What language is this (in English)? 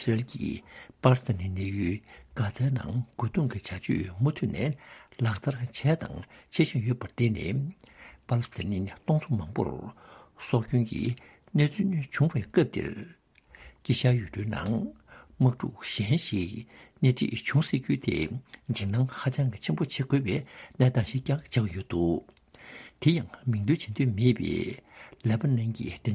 Tibetan